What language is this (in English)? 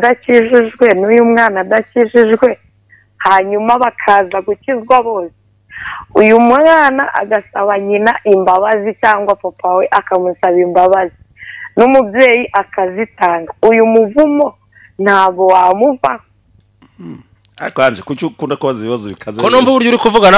Kinyarwanda